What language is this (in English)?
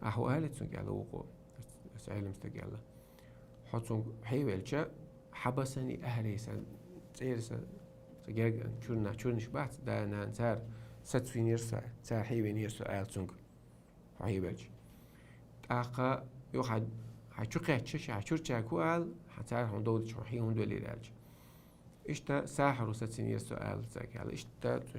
Chechen